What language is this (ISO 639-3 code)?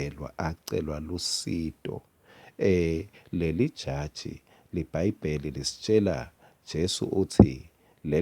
ssw